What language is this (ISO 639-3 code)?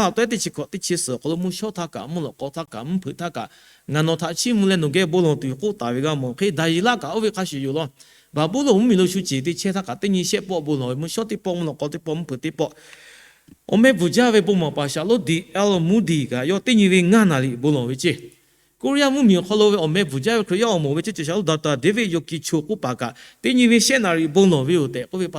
lhu